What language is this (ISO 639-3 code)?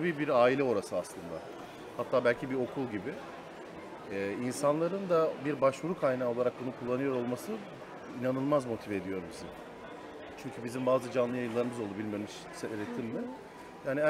tur